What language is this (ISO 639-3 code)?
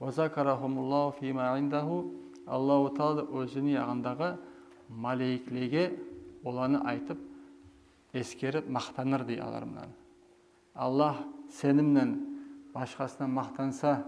kum